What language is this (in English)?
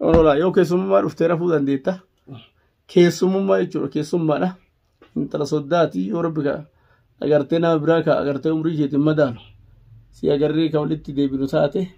Oromo